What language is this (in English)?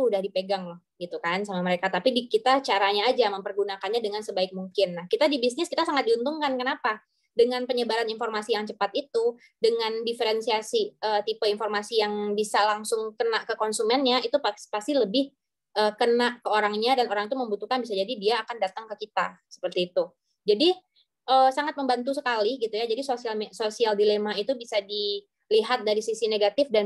Indonesian